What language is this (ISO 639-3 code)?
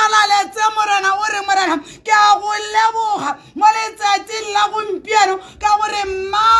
tsn